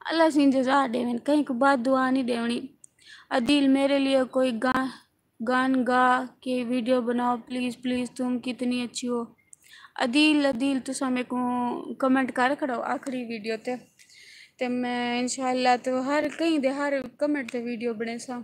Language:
Saraiki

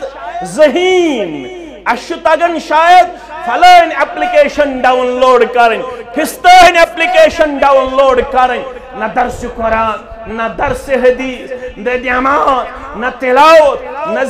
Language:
Kashmiri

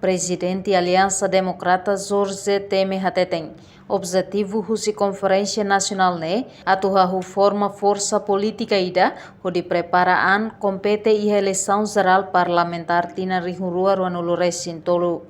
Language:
Tetum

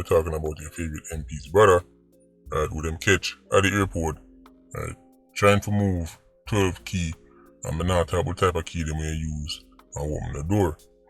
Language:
Jamaican Creole English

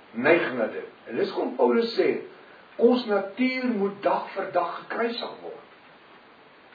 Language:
Afrikaans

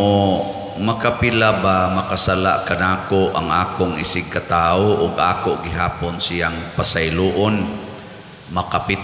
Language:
Cebuano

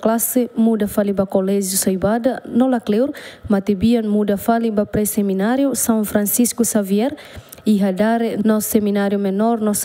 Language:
Tetum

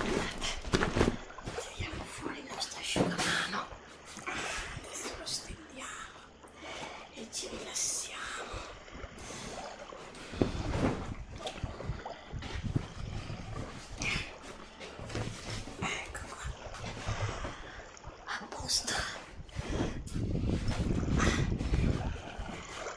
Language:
Italian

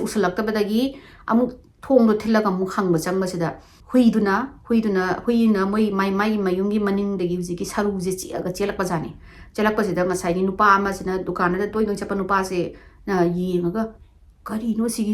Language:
Manipuri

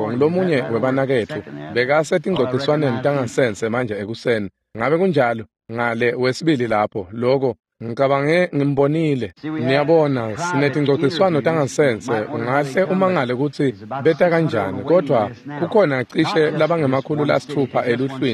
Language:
Swati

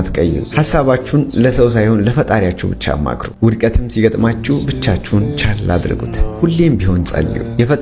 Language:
Amharic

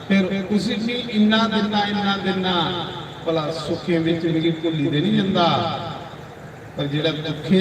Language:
Dogri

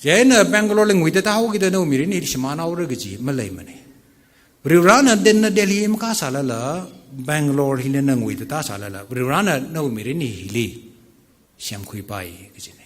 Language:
Tangkhul Naga (India)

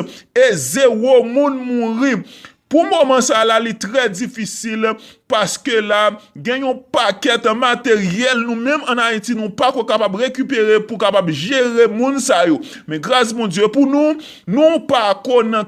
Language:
Haitian Creole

